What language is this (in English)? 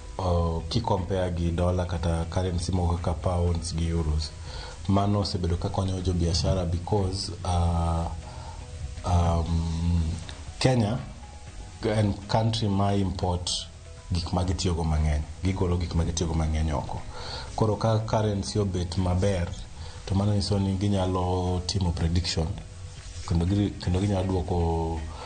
Luo (Kenya and Tanzania)